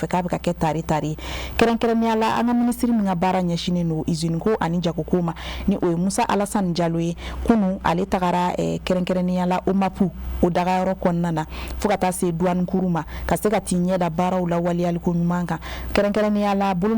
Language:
Bambara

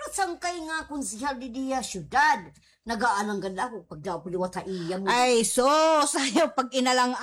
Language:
Waray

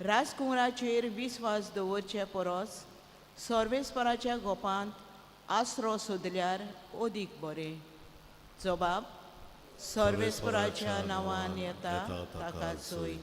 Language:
Konkani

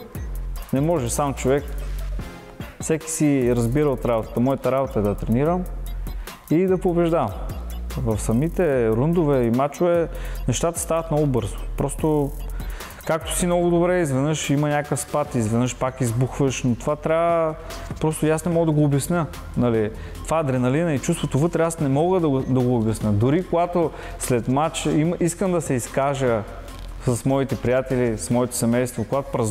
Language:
Bulgarian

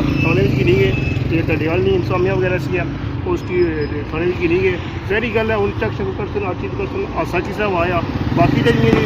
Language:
Pahari-Potwari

